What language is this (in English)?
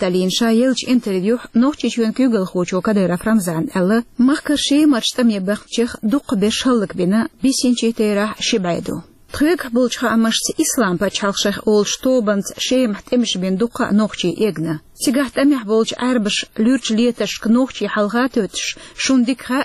Chechen